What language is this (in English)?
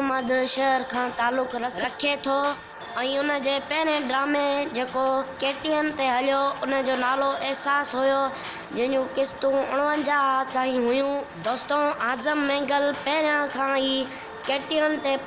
Sindhi